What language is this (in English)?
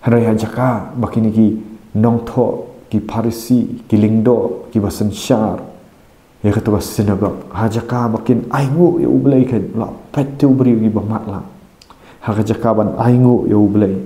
Khasi